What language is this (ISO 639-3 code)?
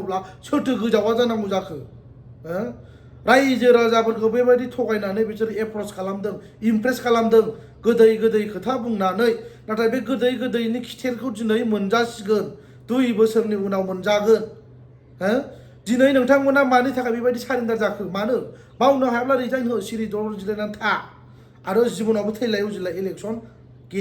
brx